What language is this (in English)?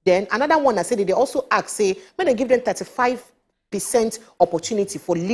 Nigerian Pidgin